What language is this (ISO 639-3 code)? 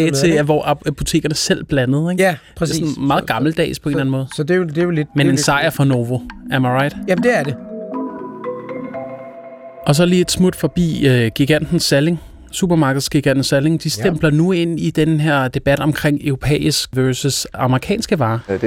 dan